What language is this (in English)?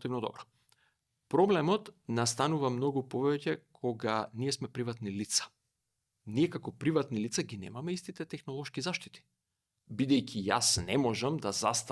Macedonian